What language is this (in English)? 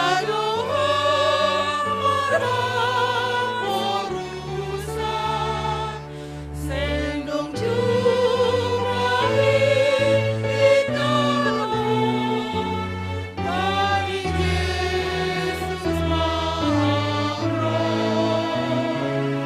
Batak Simalungun